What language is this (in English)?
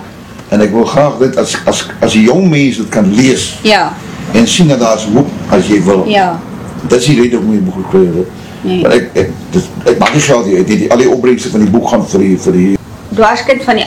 Afrikaans